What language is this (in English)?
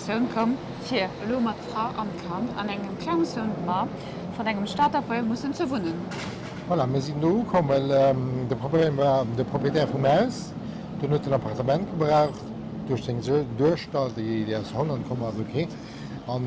Luxembourgish